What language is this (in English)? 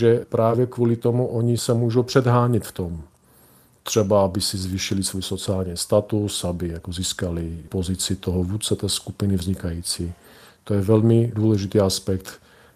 Czech